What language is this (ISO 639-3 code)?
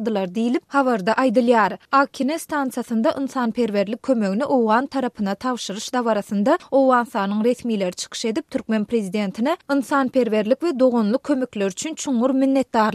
tuk